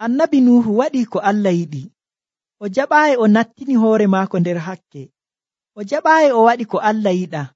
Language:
Nigerian Fulfulde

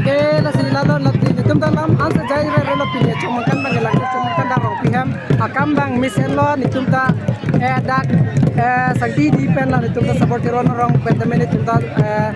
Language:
Karbi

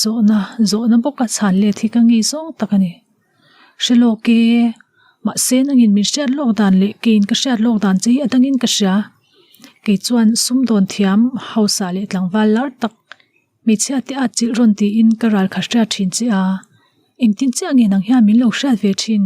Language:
Mizo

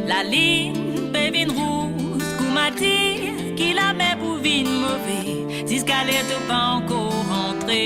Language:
Morisyen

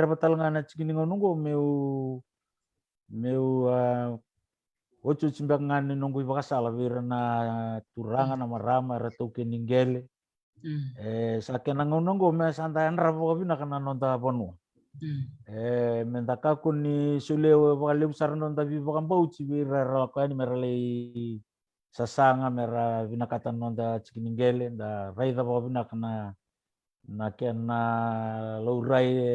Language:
Fijian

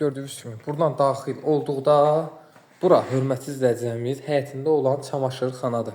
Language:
Azerbaijani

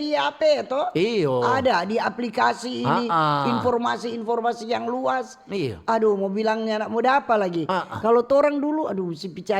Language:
Manado Malay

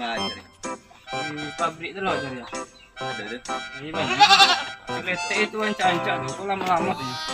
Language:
Minangkabau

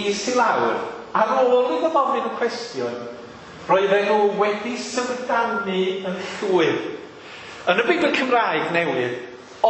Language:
Welsh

